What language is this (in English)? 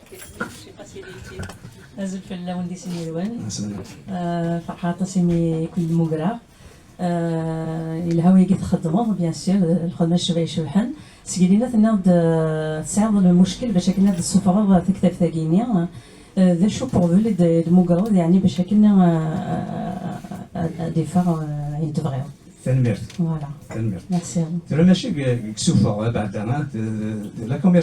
Kabyle